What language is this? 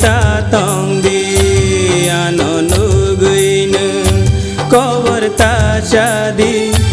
Kok Borok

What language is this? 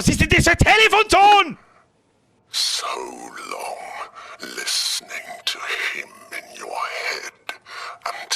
Bavarian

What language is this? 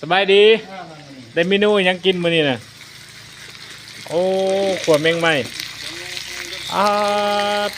Lao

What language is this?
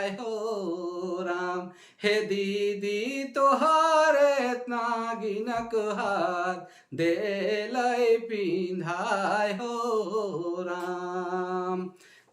Sadri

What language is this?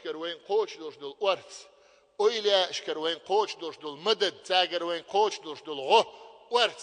Chechen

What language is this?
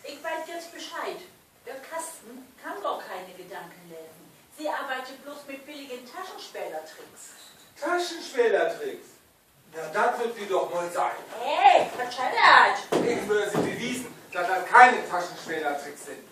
Low German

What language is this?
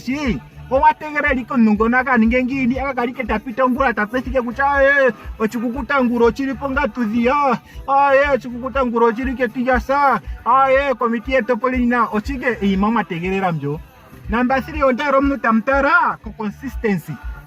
Ndonga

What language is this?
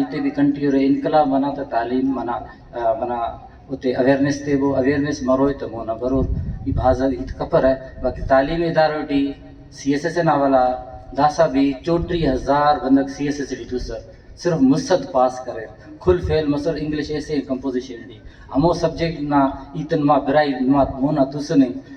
Brahui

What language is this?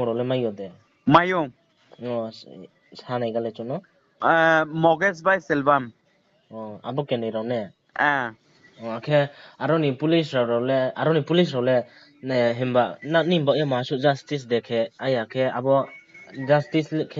Riang (India)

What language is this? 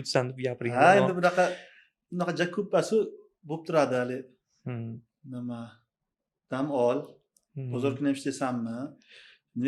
Uzbek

